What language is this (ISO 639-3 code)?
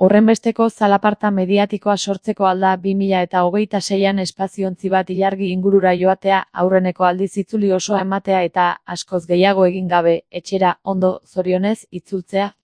eus